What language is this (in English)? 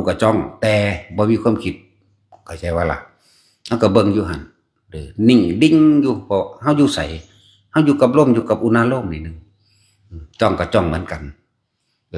Northeastern Thai